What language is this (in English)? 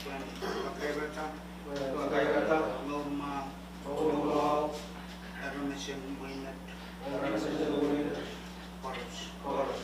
Pohnpeian